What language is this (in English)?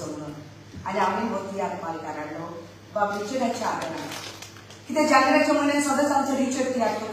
Konkani